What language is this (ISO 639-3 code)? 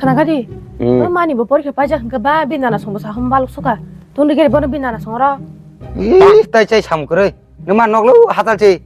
trp